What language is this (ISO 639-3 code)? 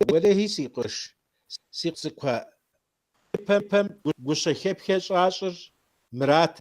kbd